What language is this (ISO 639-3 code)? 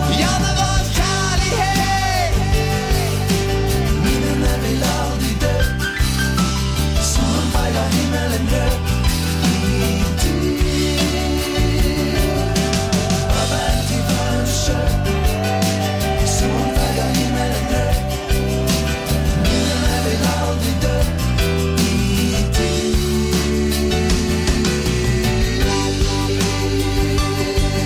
nor